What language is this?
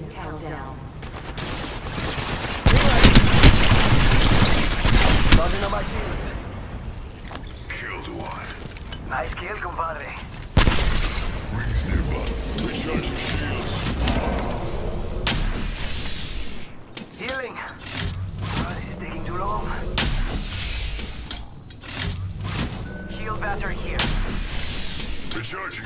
English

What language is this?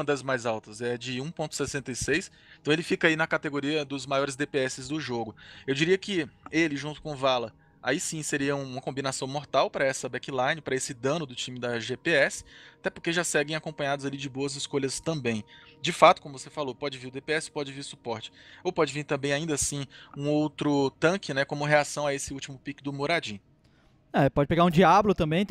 Portuguese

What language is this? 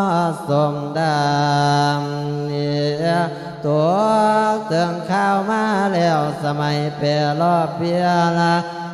Lao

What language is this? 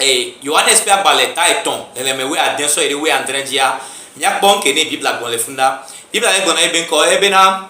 Gen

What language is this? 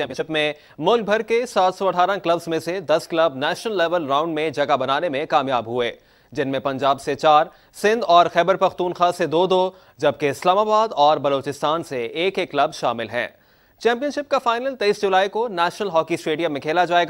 Urdu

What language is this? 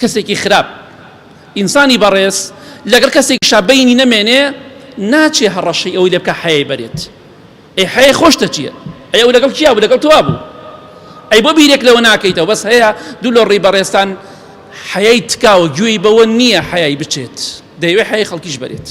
Central Kurdish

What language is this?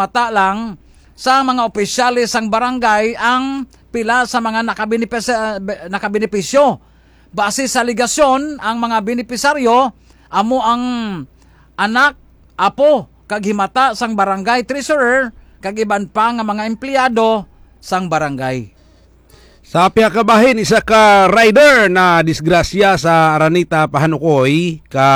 Hiligaynon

